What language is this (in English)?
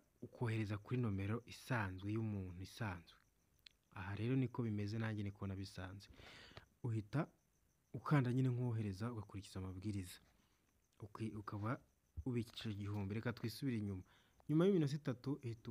Kinyarwanda